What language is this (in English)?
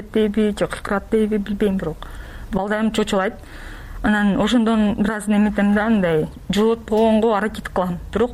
Kyrgyz